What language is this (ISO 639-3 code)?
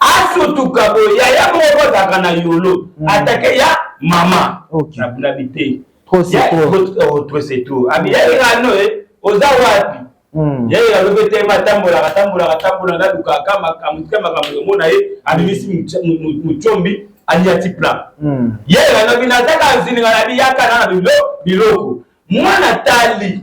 lin